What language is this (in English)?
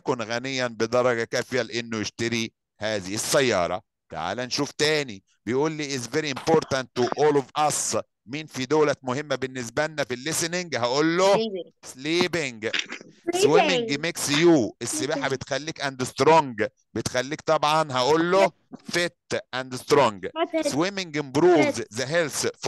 Egyptian Arabic